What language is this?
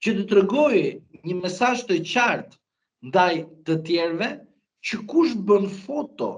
Albanian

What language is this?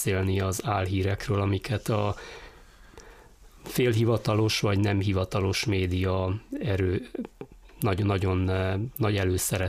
Hungarian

